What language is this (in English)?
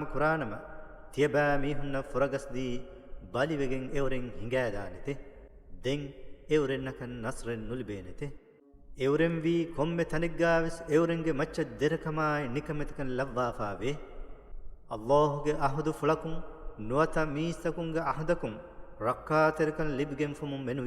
Divehi